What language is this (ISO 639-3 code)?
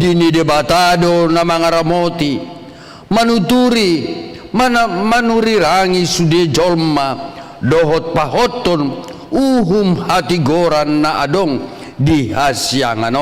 bbc